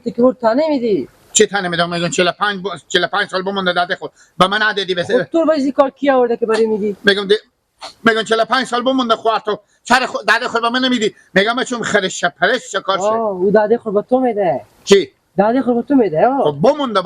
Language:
Persian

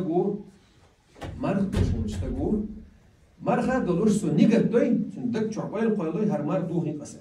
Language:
Chechen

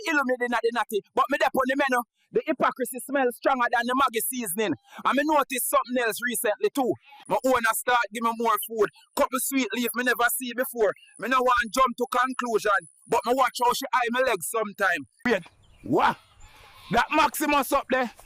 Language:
Jamaican Creole English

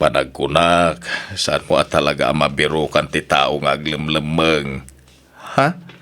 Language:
Iloko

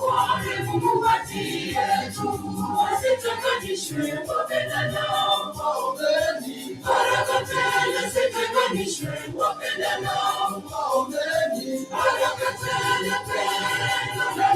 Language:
Masai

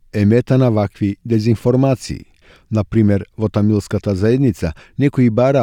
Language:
Macedonian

